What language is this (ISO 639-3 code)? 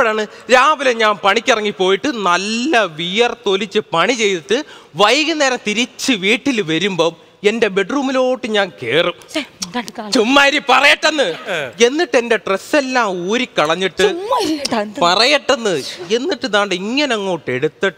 mal